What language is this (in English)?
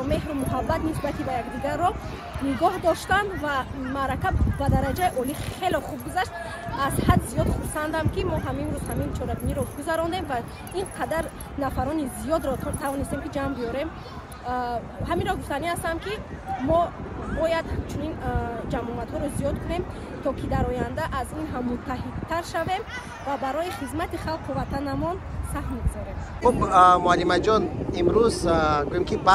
Tajik